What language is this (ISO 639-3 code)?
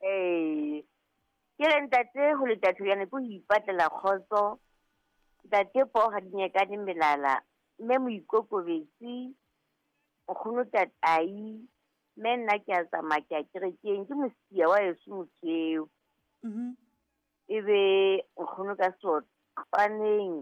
sot